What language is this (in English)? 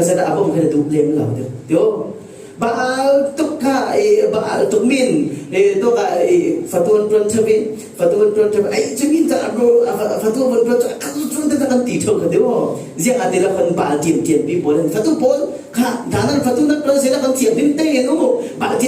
Falam Chin